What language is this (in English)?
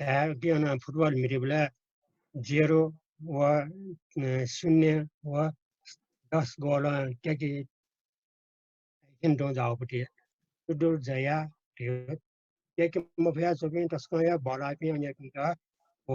Newari